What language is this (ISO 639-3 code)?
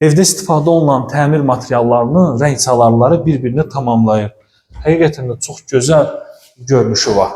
aze